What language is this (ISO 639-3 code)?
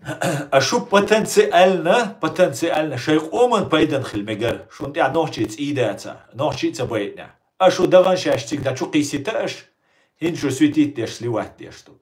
che